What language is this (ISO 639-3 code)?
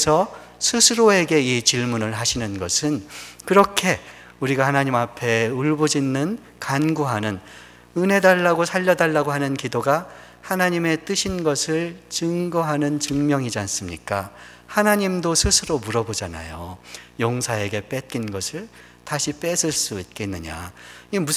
kor